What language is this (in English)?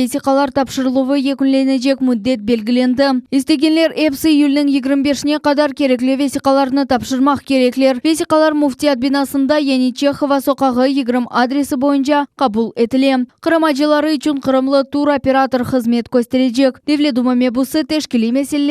Crimean Tatar